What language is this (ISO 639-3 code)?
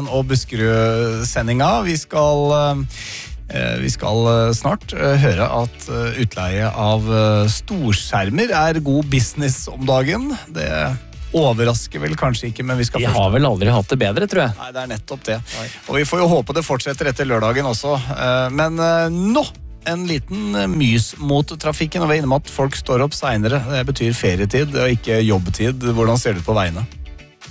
nor